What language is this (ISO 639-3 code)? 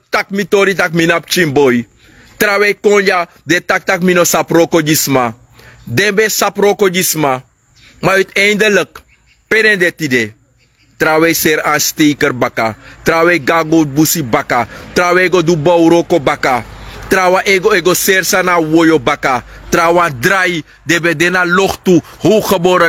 srn